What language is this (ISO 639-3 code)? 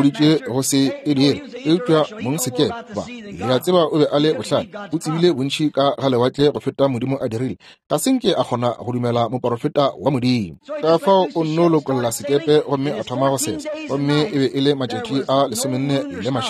nso